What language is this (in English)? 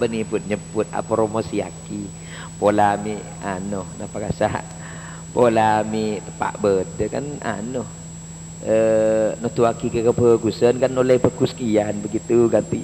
Madurese